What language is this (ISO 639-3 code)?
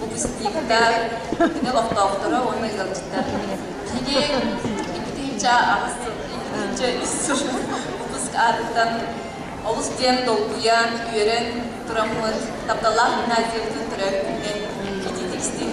sah